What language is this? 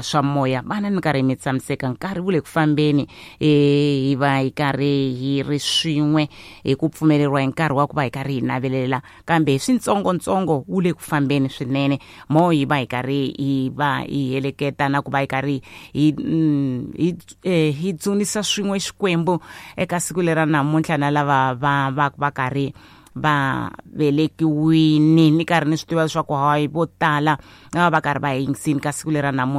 Tsonga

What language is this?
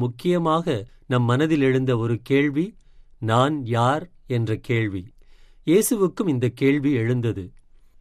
Tamil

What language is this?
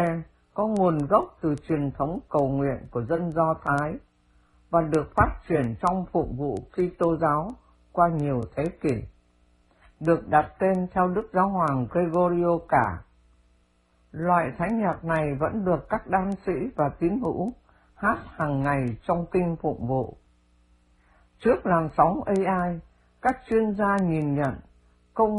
Vietnamese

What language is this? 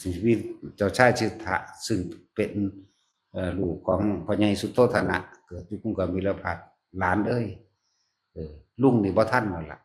Northeastern Thai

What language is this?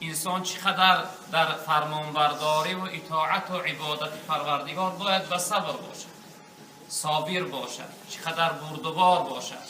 Tajik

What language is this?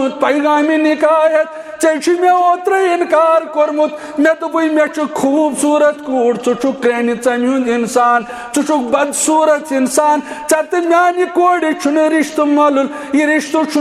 Kashmiri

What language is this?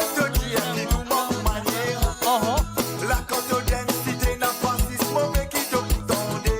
Morisyen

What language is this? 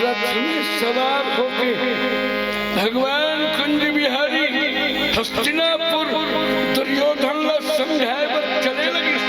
Chhattisgarhi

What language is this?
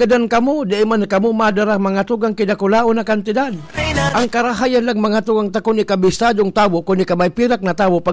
Bikol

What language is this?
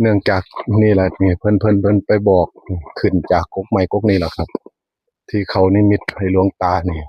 Northeastern Thai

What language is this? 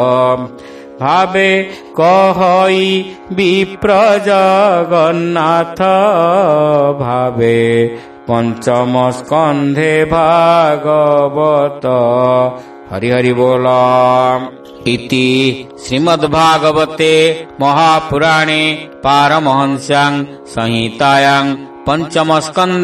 Odia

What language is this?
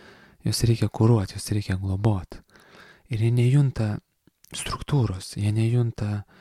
Lithuanian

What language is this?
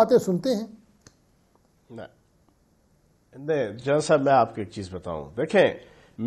Urdu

